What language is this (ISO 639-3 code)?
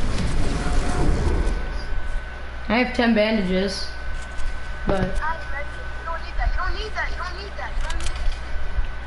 eng